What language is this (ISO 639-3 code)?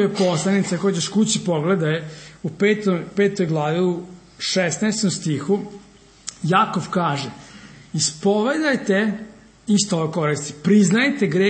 srp